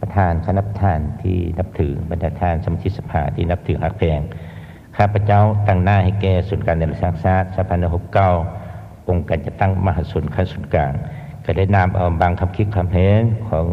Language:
Lao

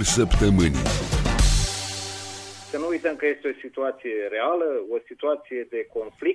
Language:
Romanian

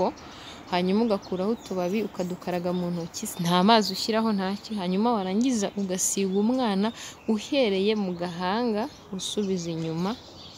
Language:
Kinyarwanda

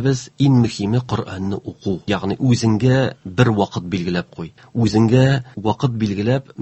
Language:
Tatar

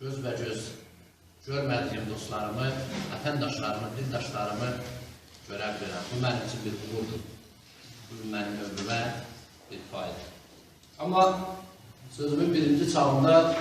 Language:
South Azerbaijani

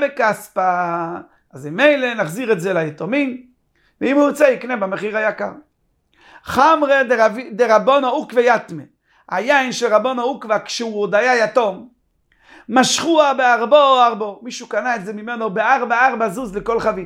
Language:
Hebrew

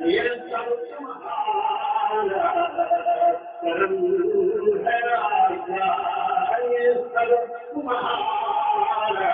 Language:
Saraiki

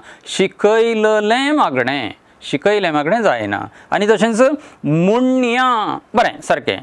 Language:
Konkani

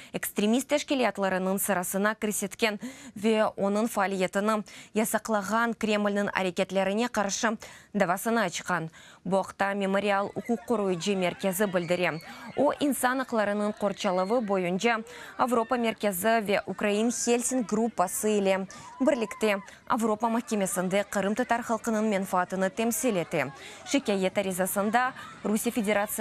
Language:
Crimean Tatar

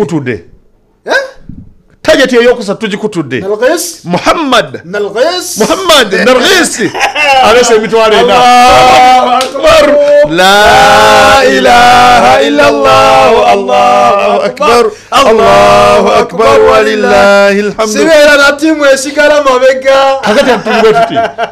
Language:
Ganda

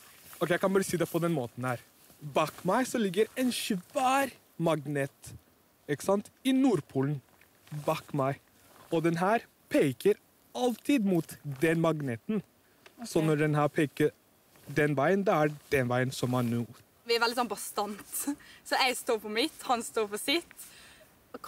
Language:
Norwegian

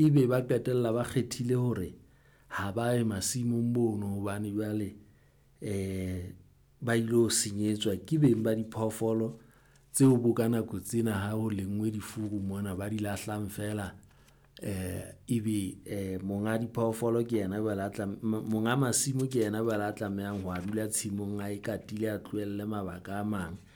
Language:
Southern Sotho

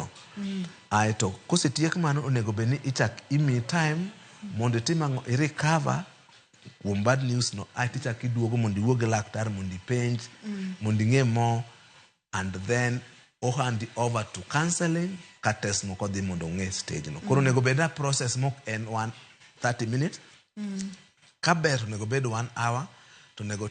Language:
Luo (Kenya and Tanzania)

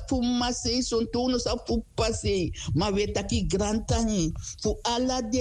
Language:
Sranan Tongo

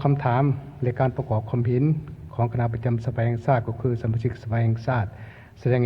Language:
Lao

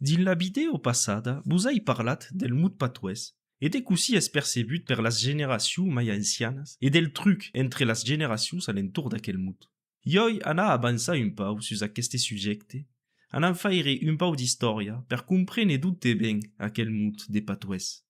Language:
Occitan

